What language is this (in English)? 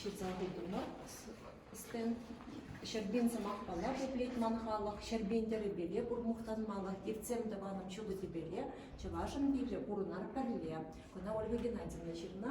Chuvash